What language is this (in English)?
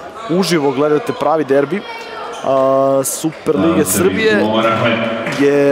Serbian